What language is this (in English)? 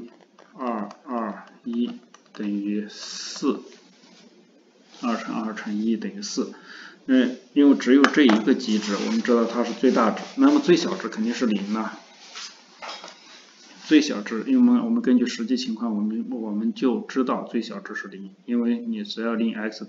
Chinese